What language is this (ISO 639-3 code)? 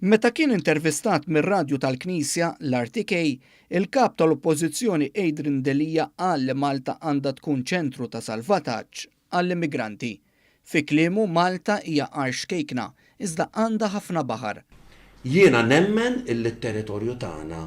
mlt